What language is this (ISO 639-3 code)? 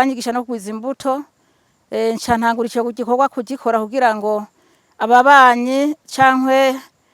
run